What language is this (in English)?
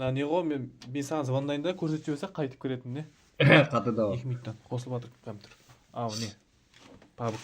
Kara-Kalpak